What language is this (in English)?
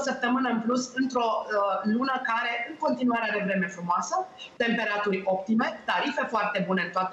Romanian